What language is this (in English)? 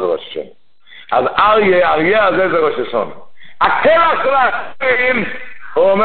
Hebrew